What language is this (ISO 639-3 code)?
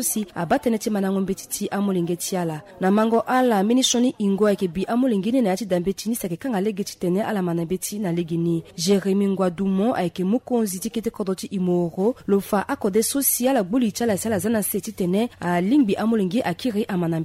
sag